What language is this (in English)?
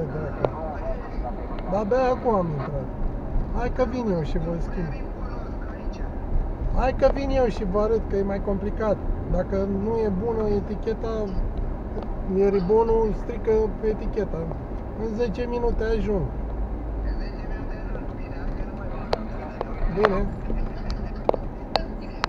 Romanian